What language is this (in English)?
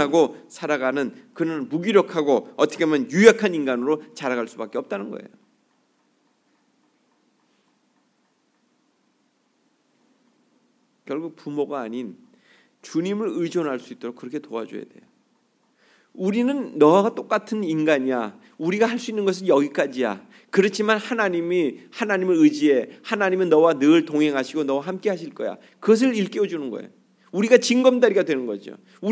Korean